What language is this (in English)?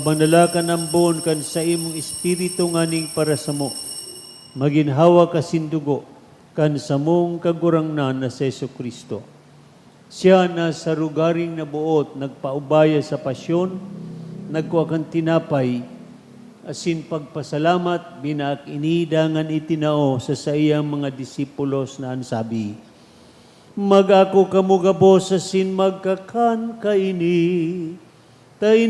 Bikol